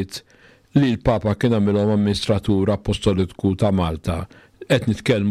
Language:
Maltese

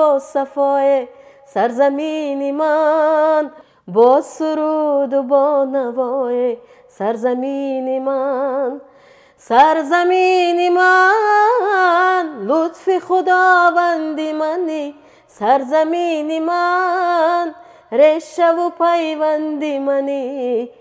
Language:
Tajik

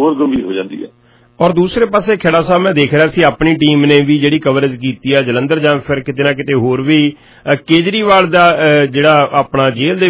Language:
Punjabi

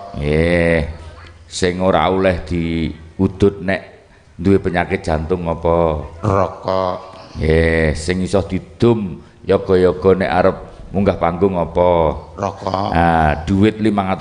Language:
Javanese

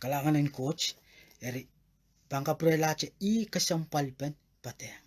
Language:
Pohnpeian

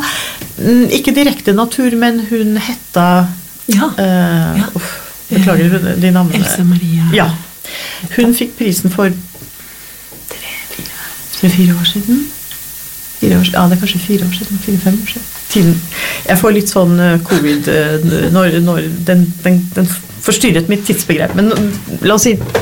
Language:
Norwegian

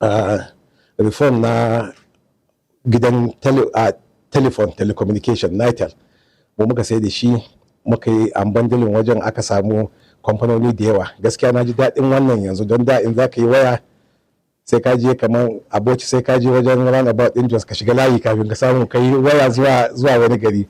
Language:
Hausa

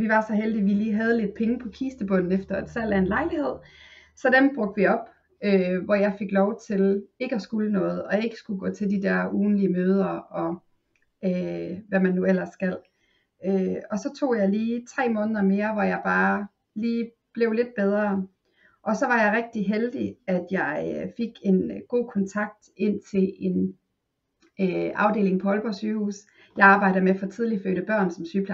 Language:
Danish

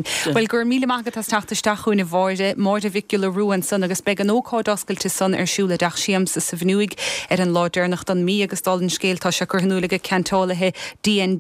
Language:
Irish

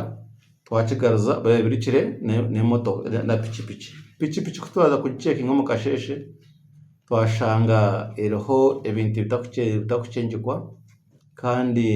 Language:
Nyankole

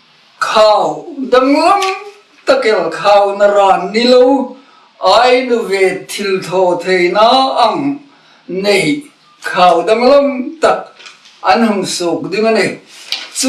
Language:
Hmar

